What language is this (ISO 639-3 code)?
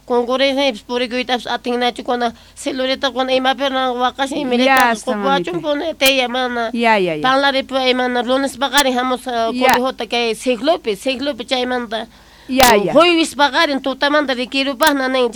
quh